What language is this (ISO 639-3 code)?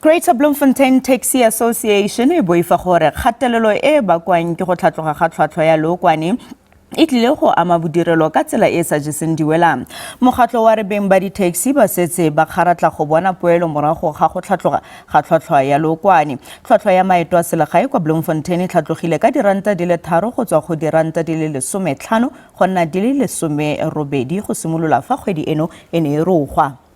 tsn